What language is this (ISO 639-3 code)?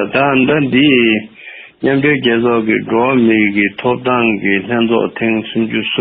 bod